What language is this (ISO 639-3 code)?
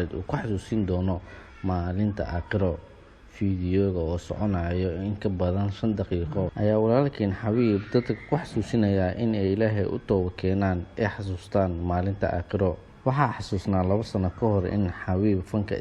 som